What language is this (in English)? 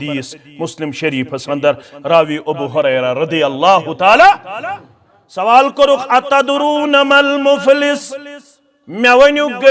Kashmiri